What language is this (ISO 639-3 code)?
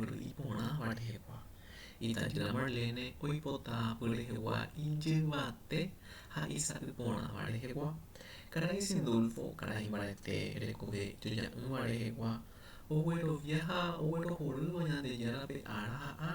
grn